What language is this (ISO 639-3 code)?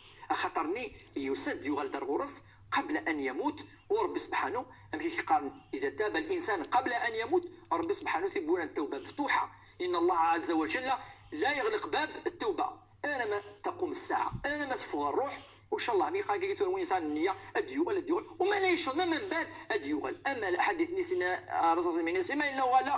ary